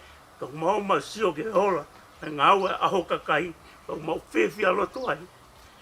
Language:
Tongan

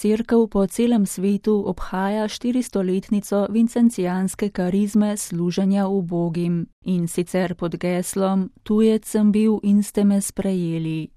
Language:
Slovenian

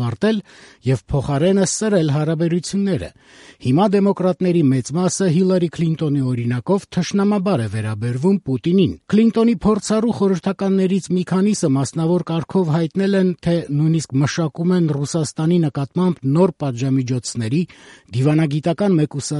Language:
Armenian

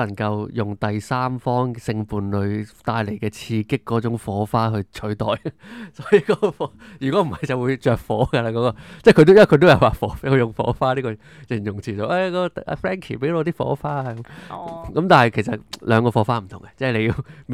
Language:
Cantonese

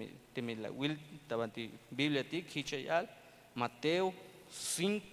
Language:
Tzeltal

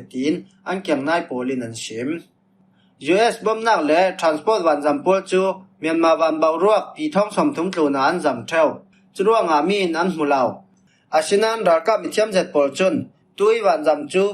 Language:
Falam Chin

